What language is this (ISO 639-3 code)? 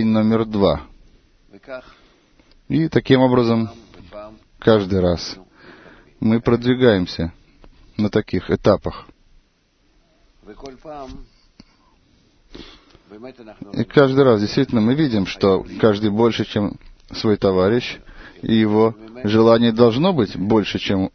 rus